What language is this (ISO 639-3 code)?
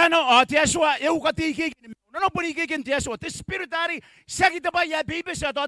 gil